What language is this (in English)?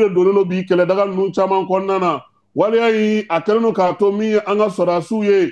Bambara